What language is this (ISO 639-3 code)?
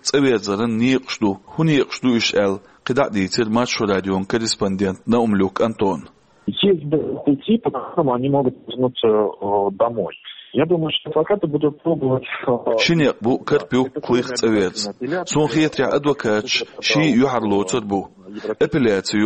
che